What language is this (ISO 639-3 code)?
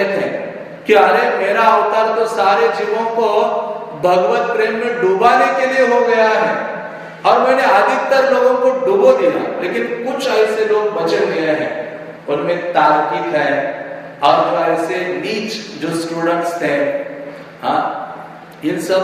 hin